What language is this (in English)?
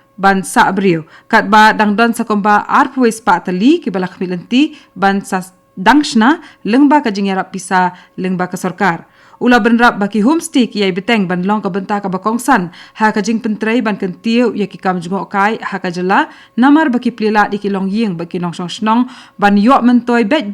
Khasi